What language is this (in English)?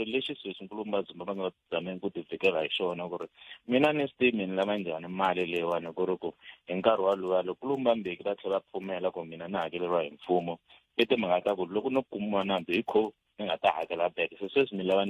Tsonga